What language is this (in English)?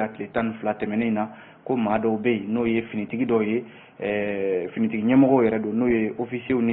Bambara